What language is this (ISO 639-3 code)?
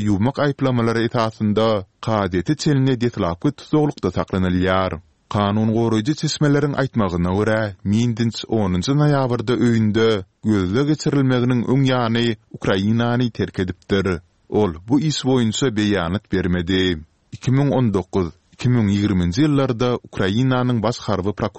tuk